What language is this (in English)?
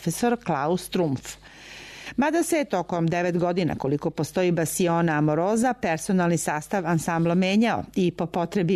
Serbian